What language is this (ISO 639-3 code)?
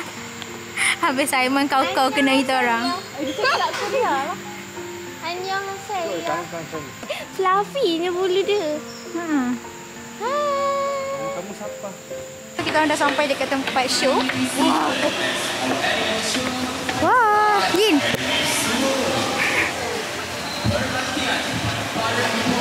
msa